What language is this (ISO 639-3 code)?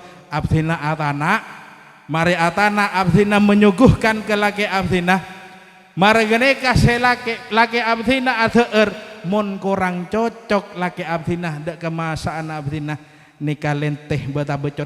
mad